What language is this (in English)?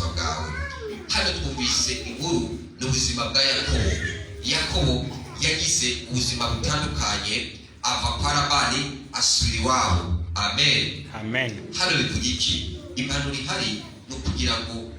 Rundi